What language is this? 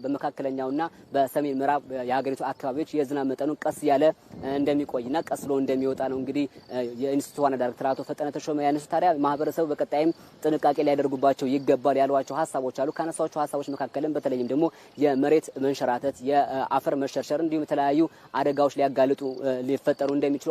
Amharic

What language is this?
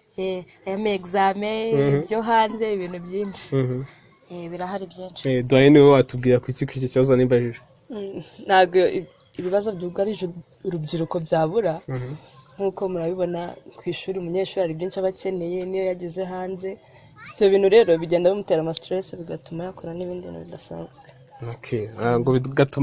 Kinyarwanda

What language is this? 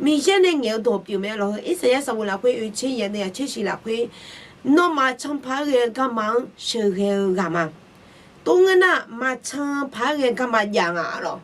Akha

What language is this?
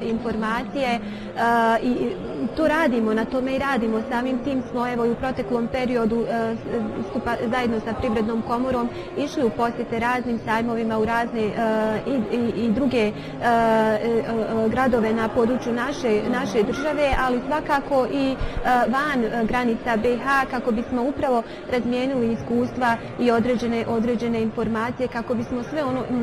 Bosnian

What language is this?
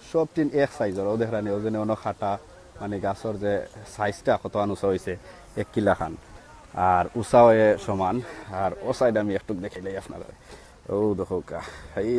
Sylheti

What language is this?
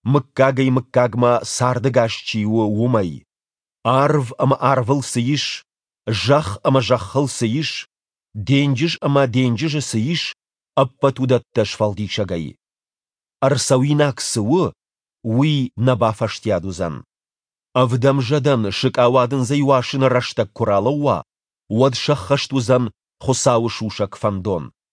Ossetic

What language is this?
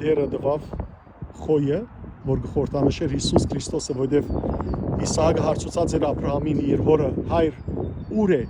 Western Armenian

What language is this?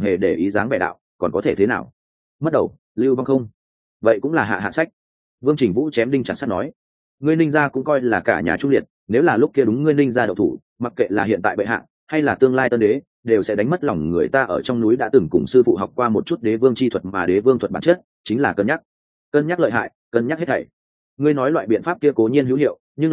Vietnamese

